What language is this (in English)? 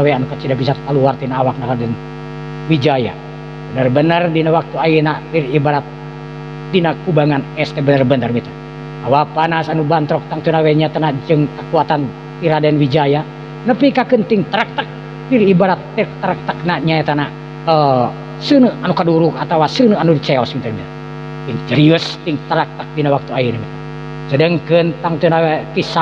Sundanese